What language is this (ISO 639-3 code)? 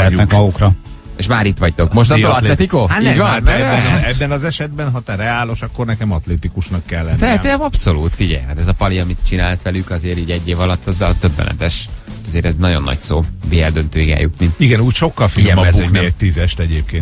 hun